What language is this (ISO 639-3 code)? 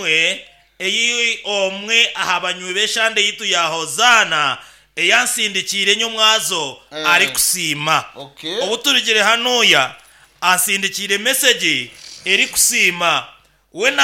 nyn